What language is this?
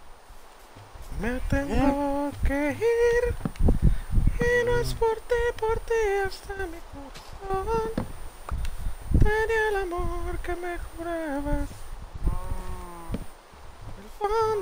Spanish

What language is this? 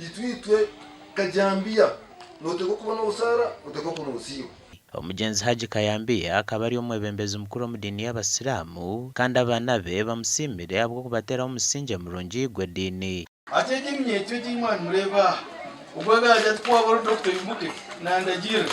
Nyankole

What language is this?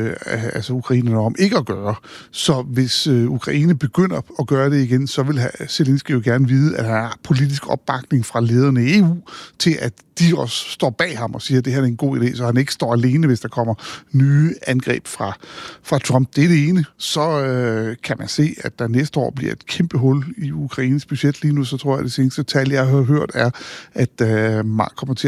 Danish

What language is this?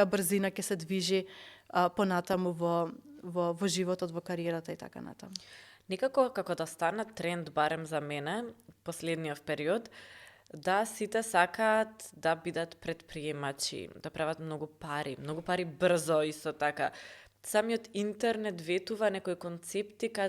Macedonian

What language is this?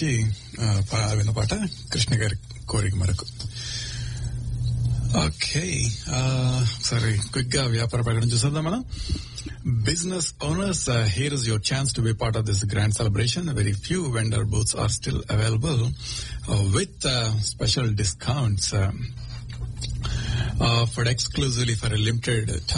Telugu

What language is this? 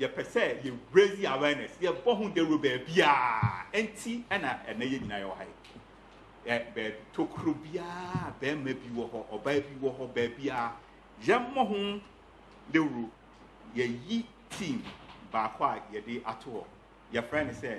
Akan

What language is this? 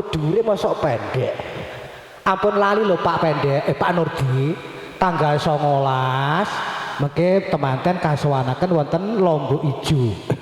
Javanese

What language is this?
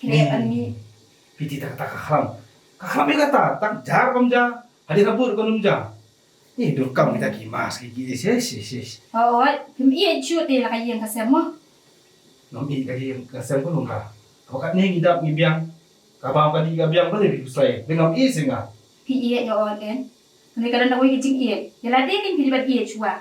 Khasi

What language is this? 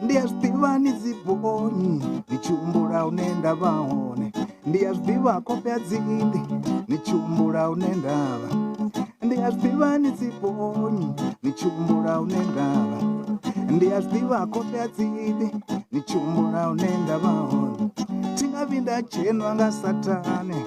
Venda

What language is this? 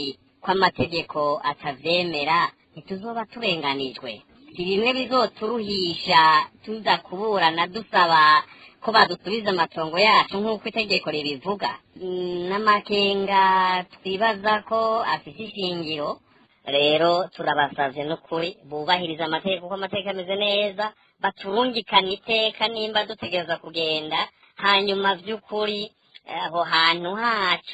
Rundi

